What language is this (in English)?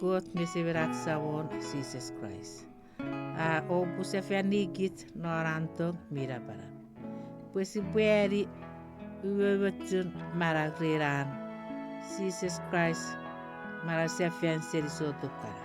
Chuukese